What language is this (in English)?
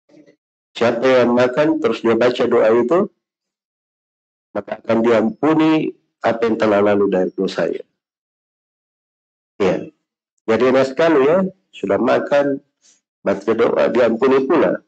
Indonesian